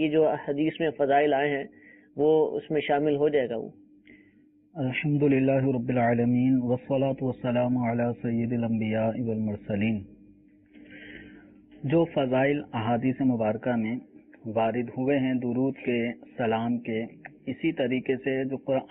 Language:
Urdu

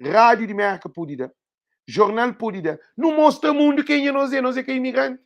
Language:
Kabuverdianu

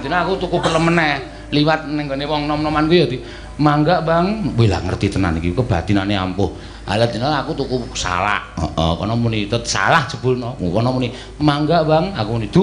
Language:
Javanese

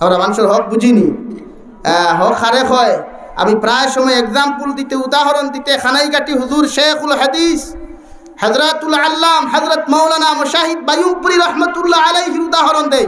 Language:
Sylheti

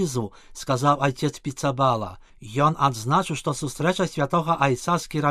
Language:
Belarusian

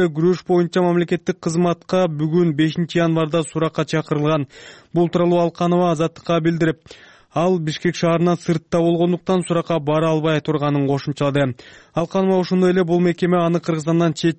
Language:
Kyrgyz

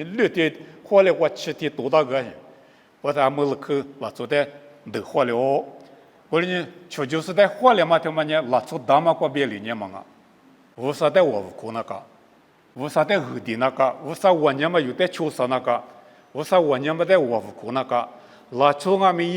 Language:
Lisu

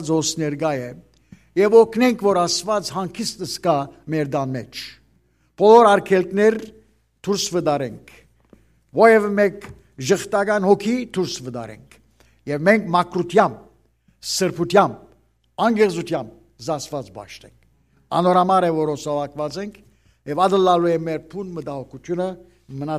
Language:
Western Armenian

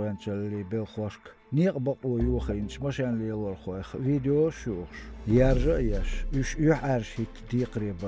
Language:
Chechen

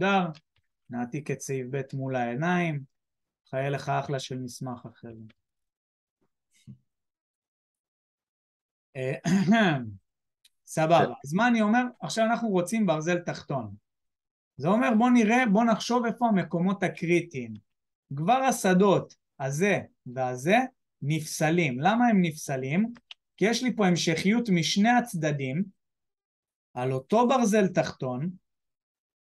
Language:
Hebrew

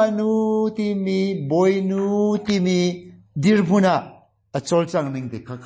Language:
Hakha Chin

